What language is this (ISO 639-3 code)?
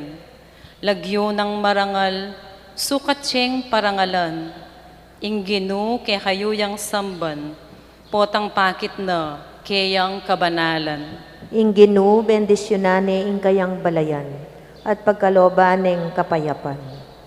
pam